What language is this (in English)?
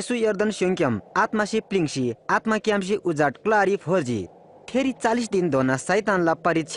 Eastern Tamang